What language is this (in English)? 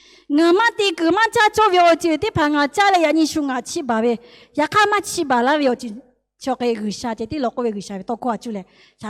Lahu